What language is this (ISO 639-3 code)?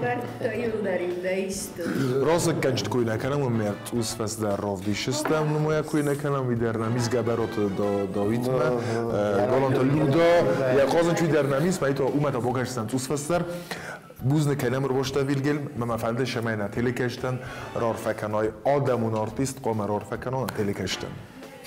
oss